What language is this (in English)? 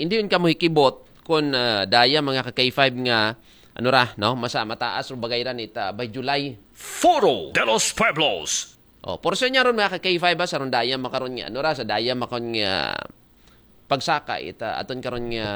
Aklanon